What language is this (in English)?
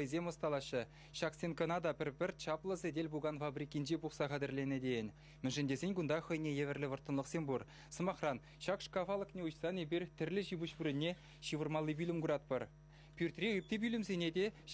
Chuvash